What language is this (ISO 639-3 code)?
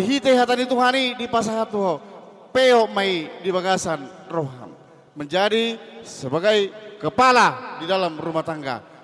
bbc